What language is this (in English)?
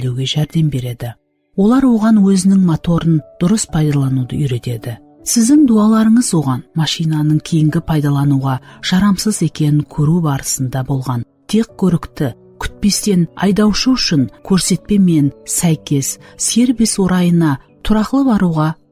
Kara-Kalpak